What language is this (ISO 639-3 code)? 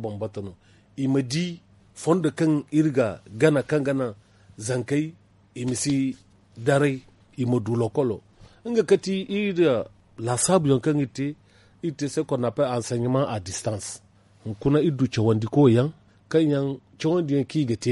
dje